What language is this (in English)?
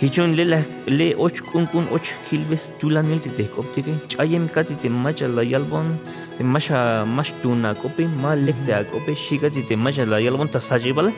Tzeltal